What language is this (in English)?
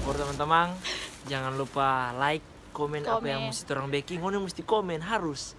Manado Malay